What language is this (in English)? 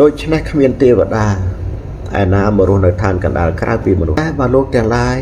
Khmer